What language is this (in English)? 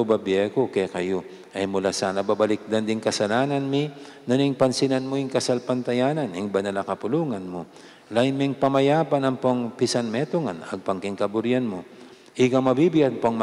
Pampanga